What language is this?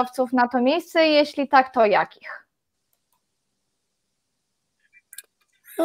Polish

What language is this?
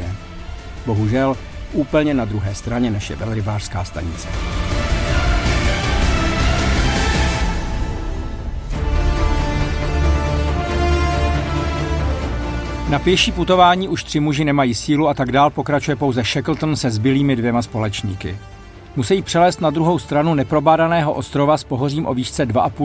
Czech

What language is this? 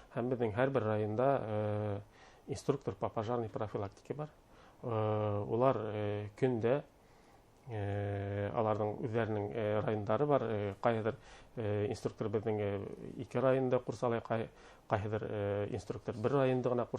Bashkir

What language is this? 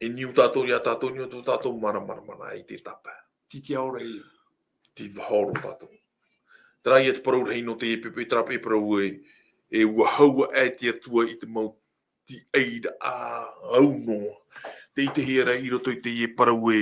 Tahitian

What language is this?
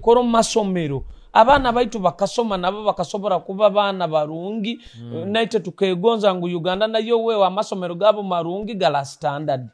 Nyoro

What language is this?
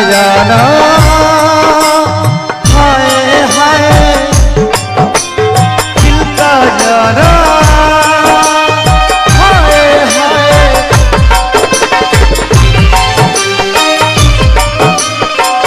Bhojpuri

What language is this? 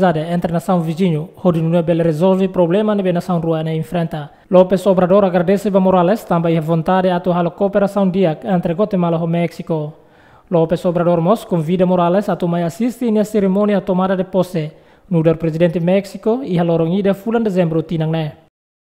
Tetum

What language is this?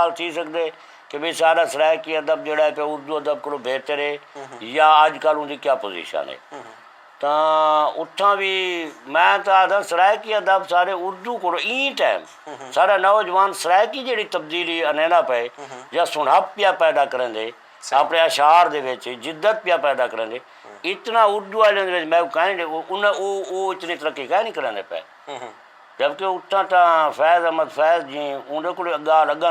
Saraiki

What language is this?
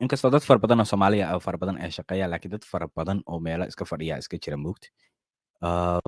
Somali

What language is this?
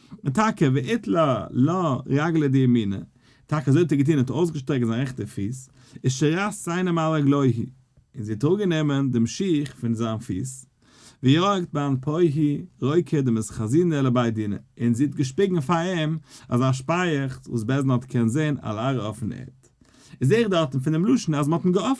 Yiddish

